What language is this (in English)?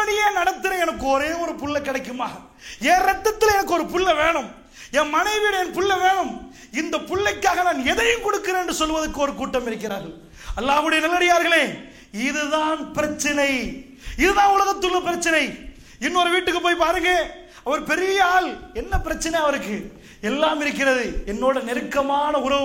Tamil